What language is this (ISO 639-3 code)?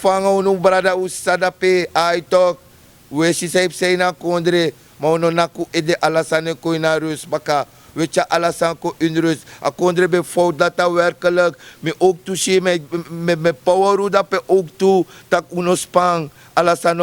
srn